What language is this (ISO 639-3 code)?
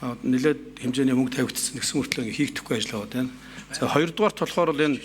mon